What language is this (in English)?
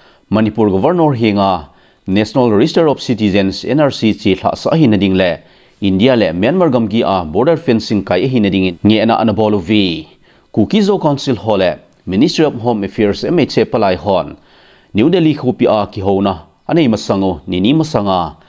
Thado Chin